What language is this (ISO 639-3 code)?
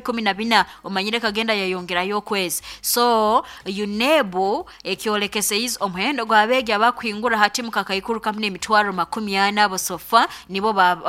nyo